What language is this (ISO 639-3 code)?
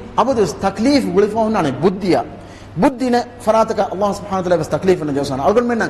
div